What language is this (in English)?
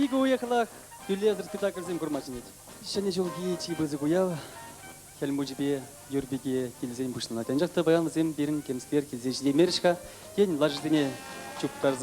Chuvash